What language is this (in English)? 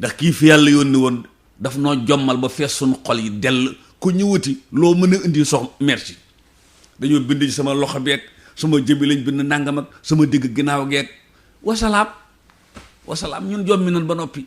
Wolof